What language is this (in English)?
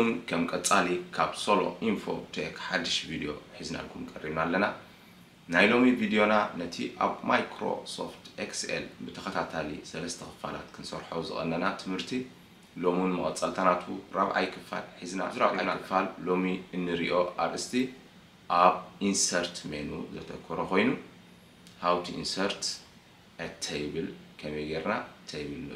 Tigrinya